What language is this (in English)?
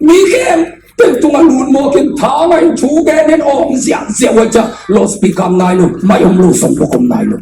Tedim Chin